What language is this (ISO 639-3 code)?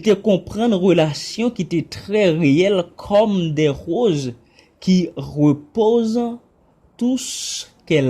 hat